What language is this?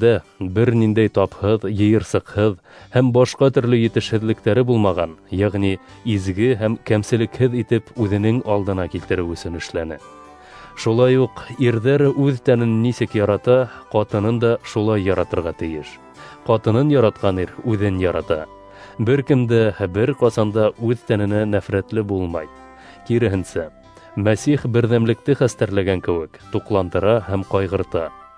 Bashkir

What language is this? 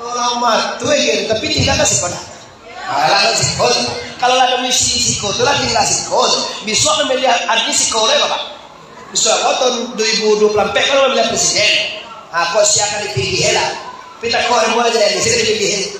Minangkabau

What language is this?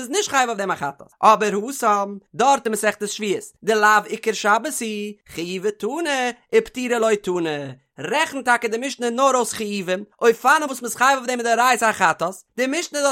Yiddish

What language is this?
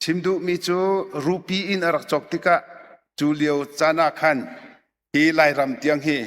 Hakha Chin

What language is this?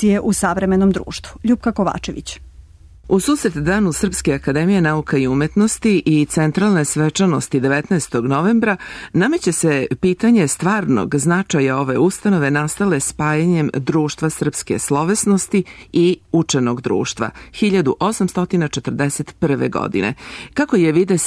Serbian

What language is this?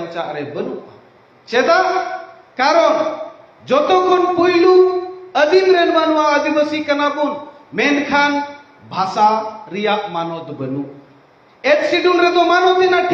Santali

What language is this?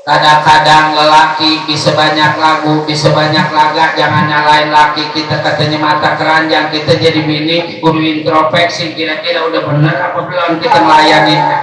Betawi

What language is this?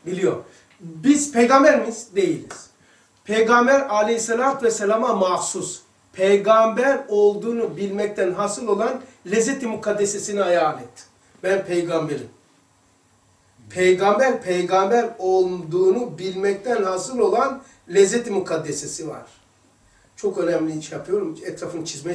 Turkish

